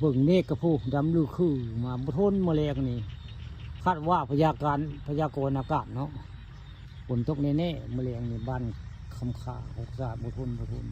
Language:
Northeastern Thai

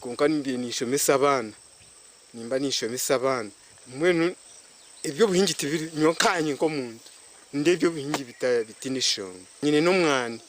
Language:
Nyankole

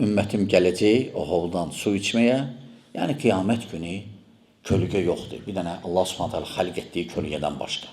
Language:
Azerbaijani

